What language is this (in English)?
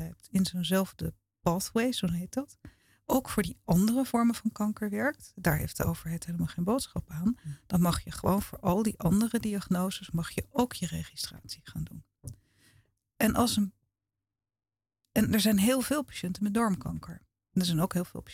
Dutch